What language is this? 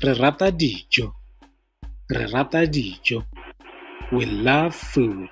Tswana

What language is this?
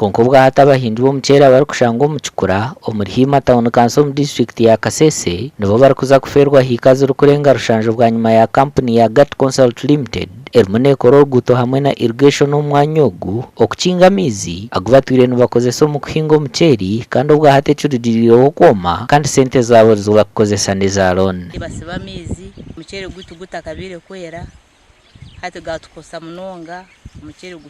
Nyankole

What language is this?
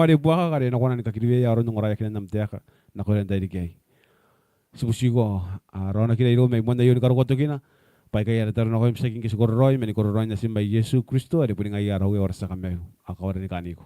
Gilbertese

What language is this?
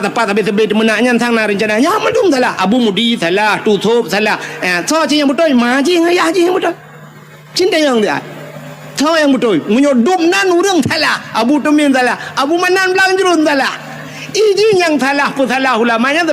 Achinese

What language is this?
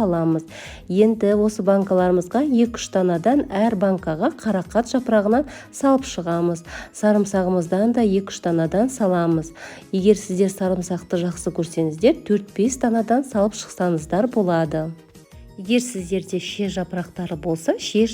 Kazakh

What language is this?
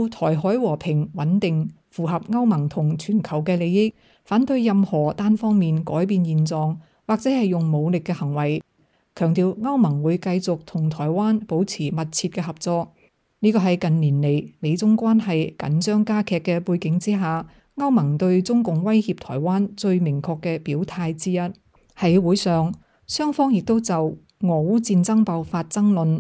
Cantonese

